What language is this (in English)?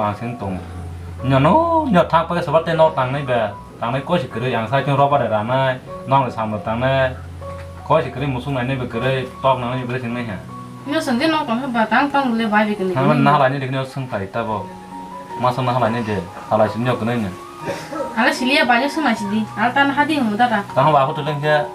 Kok Borok